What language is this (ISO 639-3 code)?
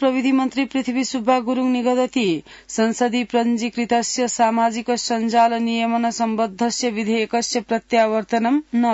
san